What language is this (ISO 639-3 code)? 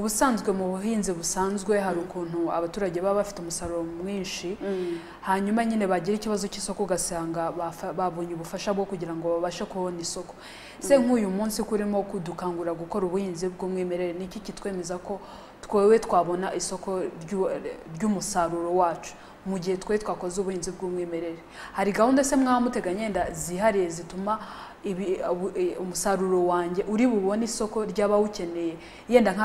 kin